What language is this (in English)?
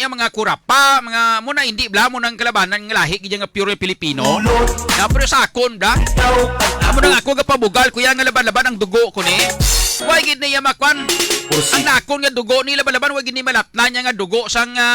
Hiligaynon